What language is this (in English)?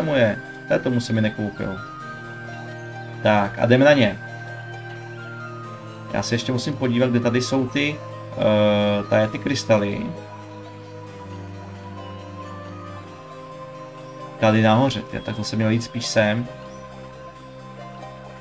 Czech